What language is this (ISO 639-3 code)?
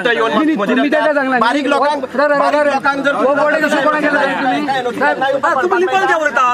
kok